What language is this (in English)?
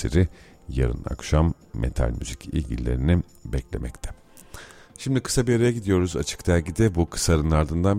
Turkish